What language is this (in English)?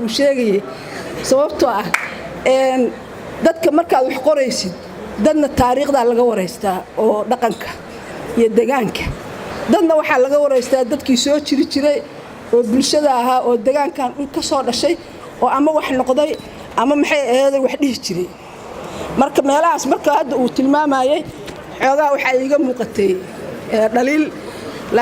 Somali